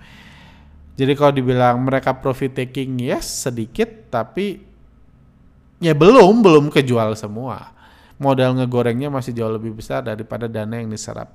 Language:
Indonesian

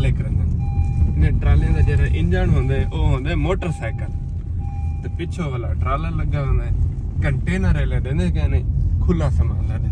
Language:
Saraiki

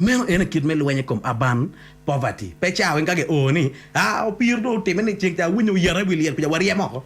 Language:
Acoli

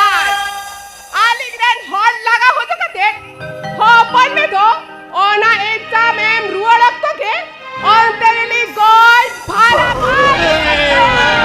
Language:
Santali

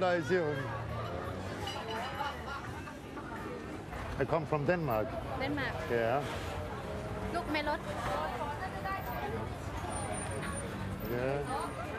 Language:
Danish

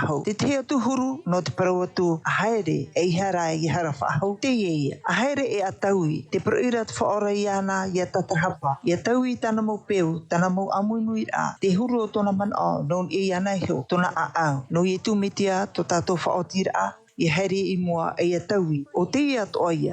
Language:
Tahitian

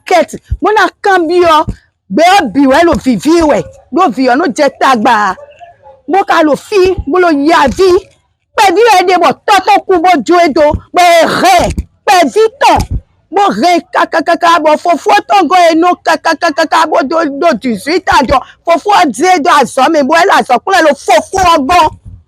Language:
Fon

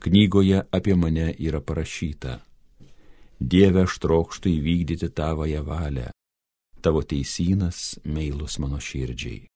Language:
Lithuanian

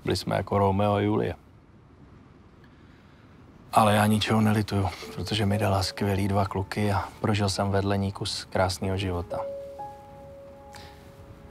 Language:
Czech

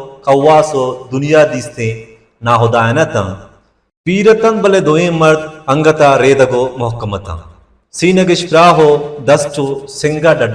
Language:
Baluchi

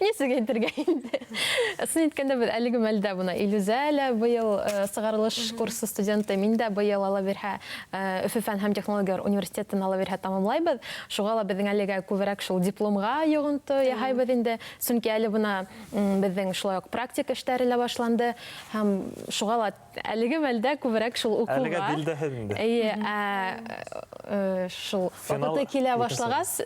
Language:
Bashkir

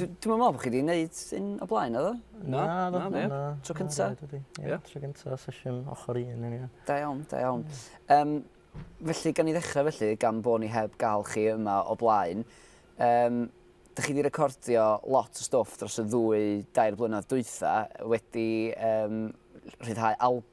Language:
Welsh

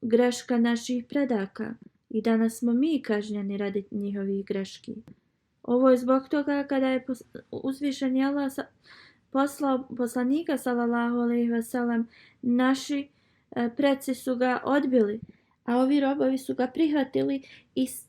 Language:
Bosnian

